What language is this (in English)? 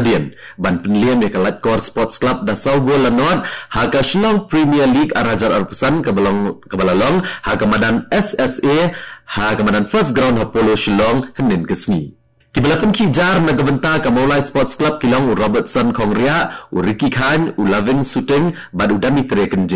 Khasi